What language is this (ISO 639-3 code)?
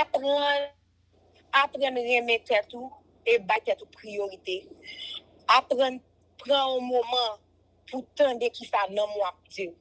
hat